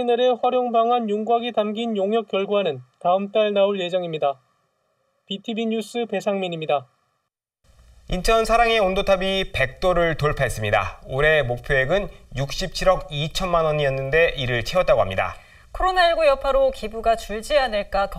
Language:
Korean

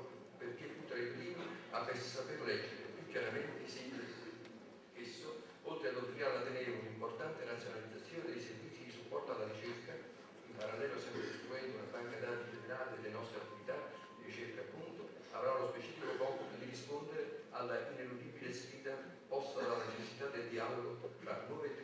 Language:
Italian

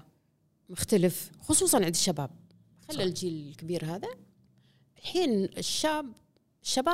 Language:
Gulf Arabic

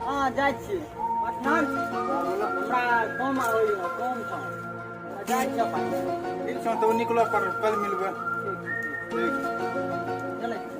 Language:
Maithili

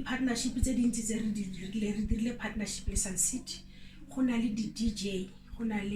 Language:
Tswana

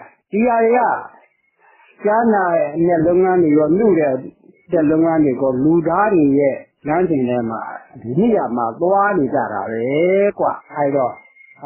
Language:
Burmese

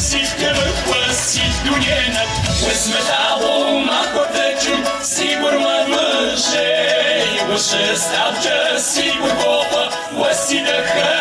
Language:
Kabardian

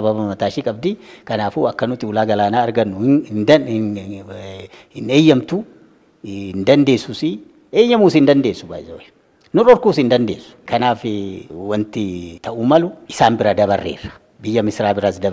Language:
Oromo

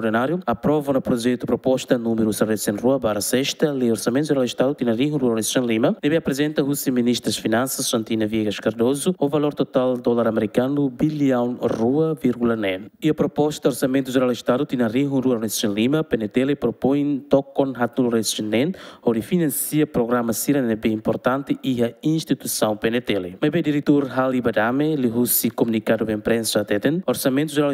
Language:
Tetum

